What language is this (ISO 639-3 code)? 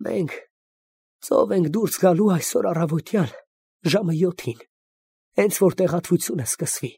hye